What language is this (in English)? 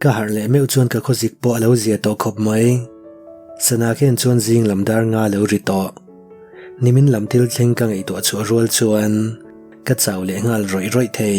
Mizo